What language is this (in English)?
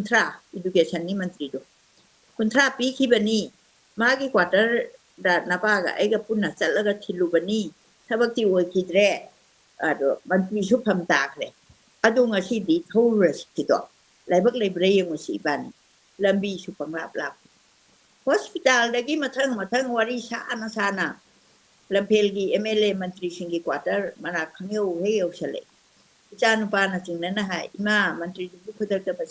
Manipuri